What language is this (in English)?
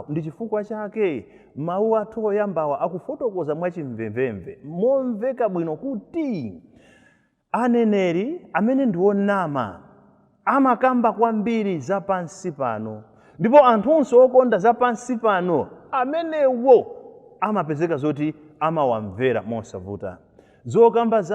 Nyanja